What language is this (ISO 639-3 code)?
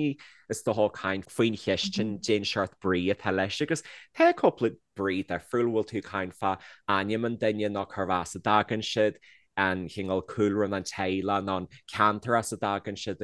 gle